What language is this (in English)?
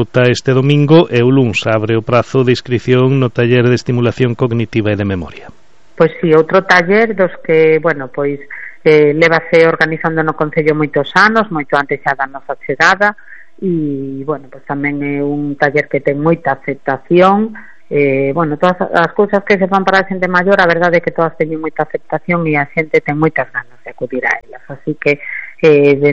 Galician